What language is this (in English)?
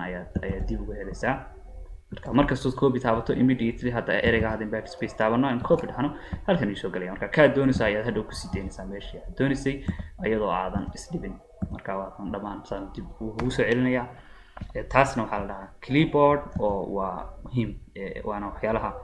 Somali